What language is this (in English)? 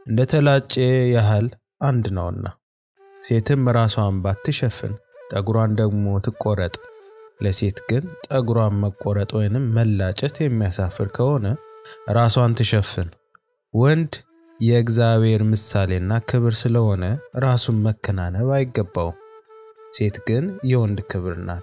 Amharic